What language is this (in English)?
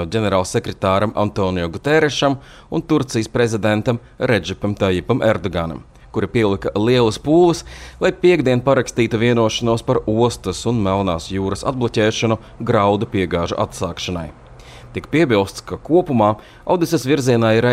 Latvian